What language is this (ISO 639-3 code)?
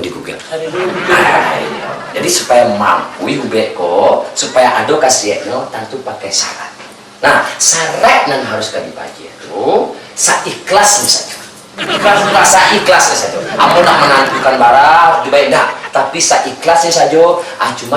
min